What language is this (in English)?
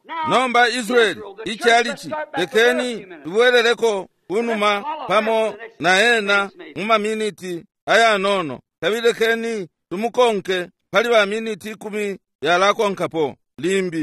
Bemba